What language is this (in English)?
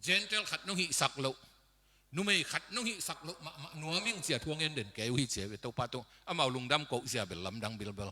Tedim Chin